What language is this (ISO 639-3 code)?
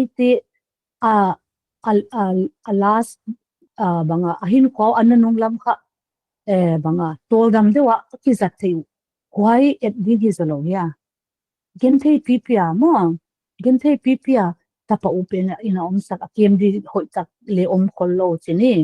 pck